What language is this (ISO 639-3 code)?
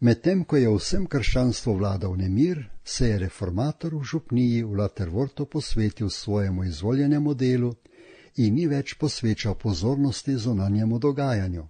slv